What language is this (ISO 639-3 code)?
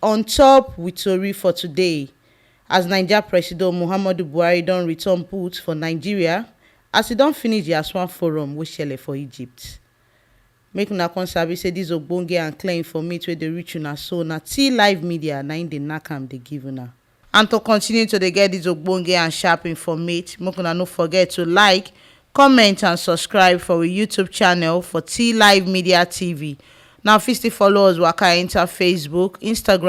pcm